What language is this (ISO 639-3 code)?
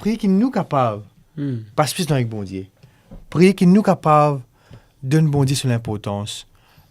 mfe